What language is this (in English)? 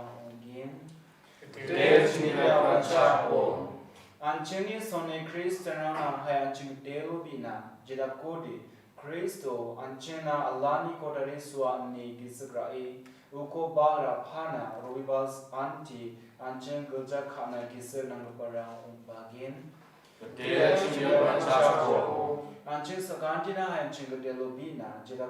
Garo